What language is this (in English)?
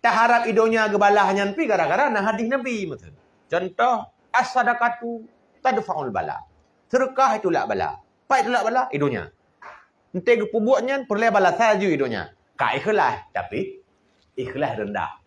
Achinese